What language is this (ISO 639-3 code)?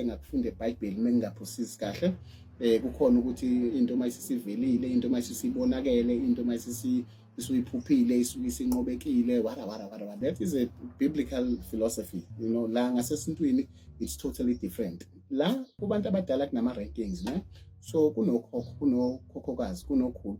zul